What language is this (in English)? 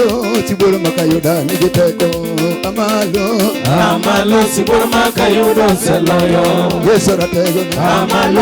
Luo (Kenya and Tanzania)